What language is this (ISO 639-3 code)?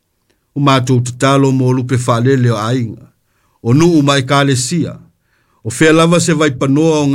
smo